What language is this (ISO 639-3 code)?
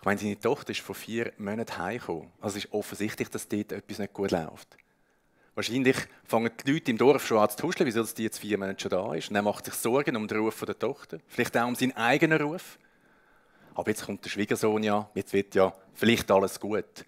gsw